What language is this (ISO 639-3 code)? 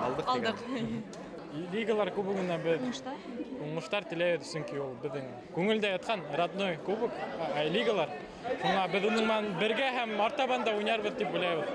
bak